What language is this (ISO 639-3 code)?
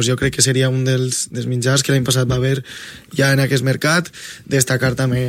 cat